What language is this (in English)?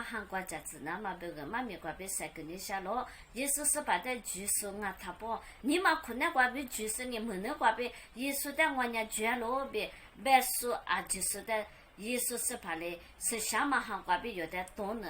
Lisu